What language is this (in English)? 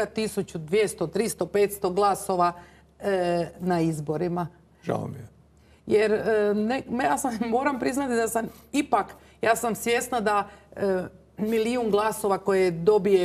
Croatian